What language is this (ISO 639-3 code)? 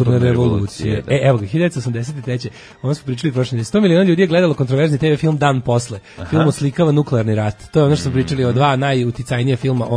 srp